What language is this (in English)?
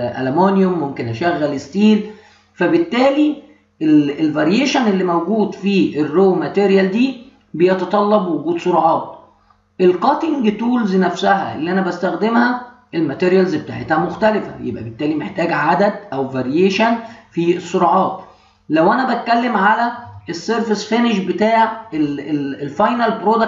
Egyptian Arabic